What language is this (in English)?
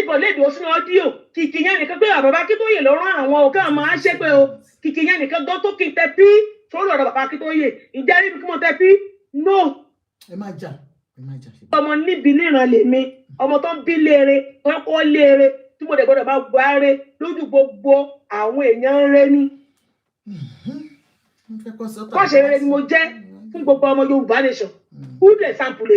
Yoruba